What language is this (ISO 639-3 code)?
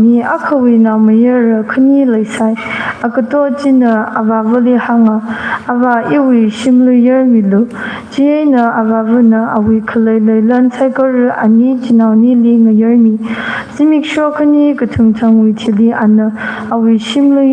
nmf